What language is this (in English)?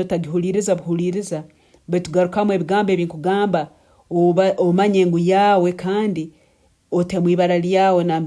Nyankole